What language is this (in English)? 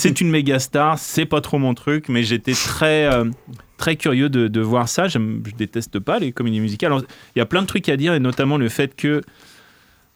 French